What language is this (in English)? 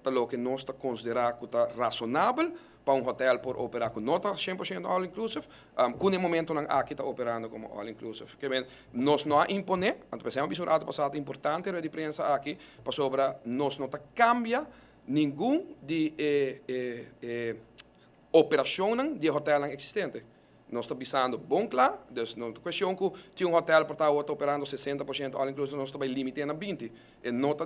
Papiamento